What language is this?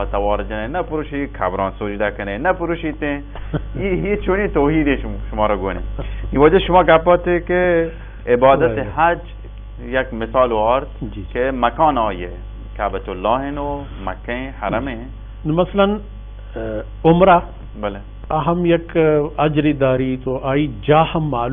Baluchi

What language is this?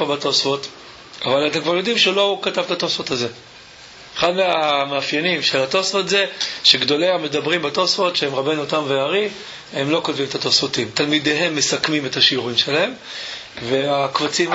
Hebrew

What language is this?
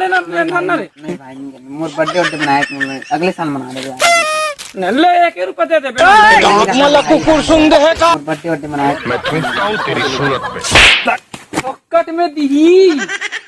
Chhattisgarhi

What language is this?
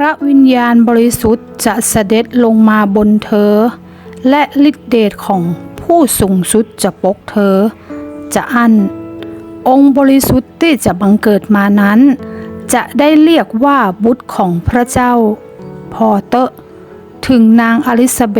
Northern Thai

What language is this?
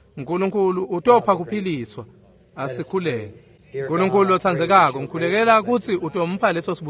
Swati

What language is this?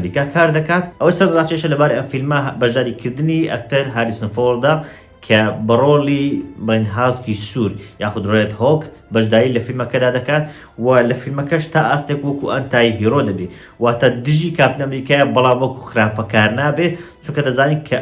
Central Kurdish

